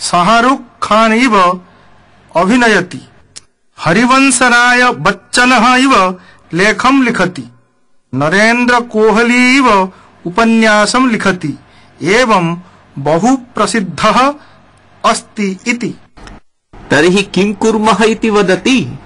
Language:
Sanskrit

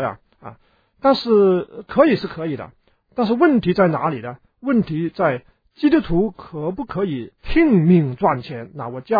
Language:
Chinese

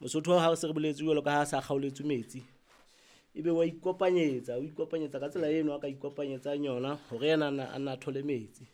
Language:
Southern Sotho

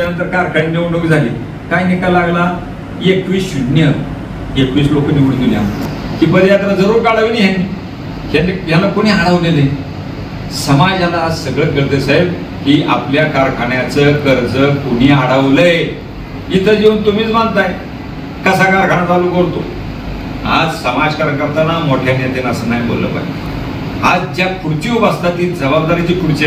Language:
Marathi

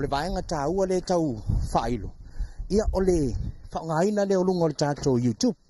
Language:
Samoan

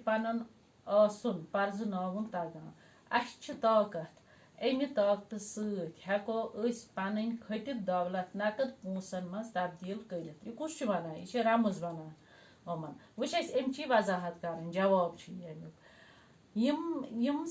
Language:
Kashmiri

